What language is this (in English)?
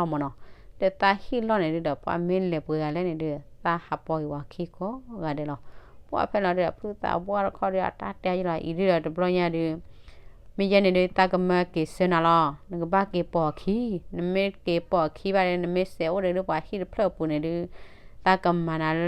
S'gaw Karen